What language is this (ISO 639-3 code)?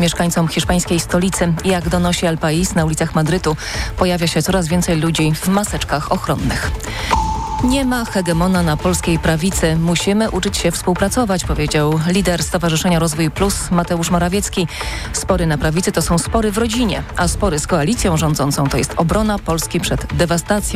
pol